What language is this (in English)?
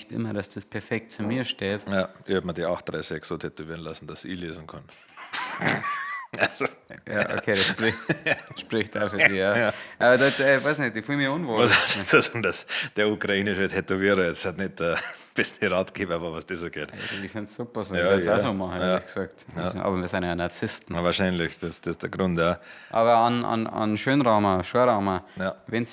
Bavarian